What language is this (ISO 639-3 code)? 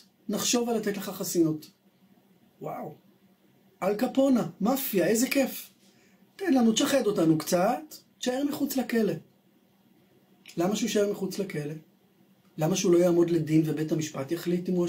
heb